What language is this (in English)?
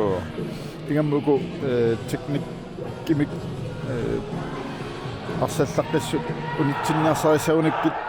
Kalaallisut